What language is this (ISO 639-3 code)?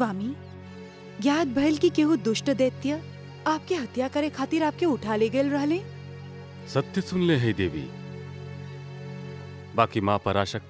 bho